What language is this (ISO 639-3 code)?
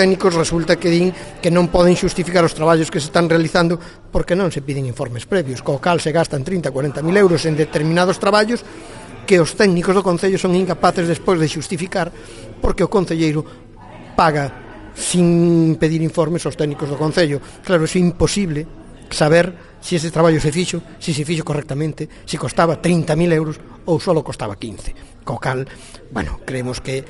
glg